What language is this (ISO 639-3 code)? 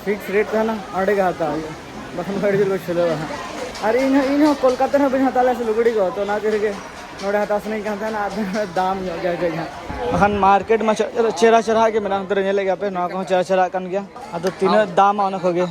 sat